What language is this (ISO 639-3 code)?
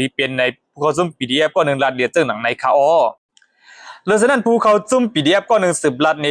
shn